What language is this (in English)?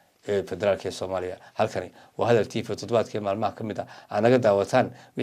Somali